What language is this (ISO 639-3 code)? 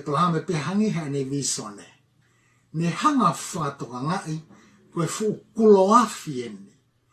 ton